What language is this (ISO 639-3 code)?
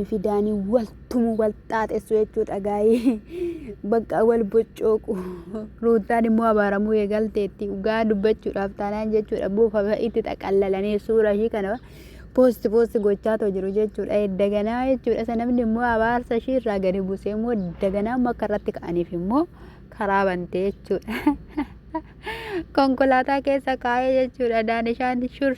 orm